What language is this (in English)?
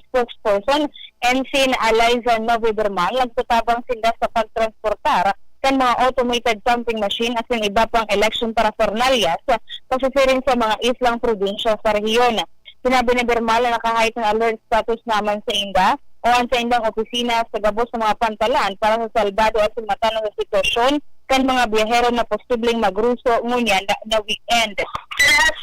Bikol